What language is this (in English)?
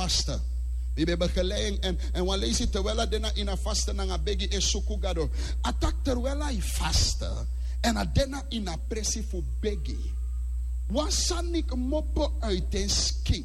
Sranan Tongo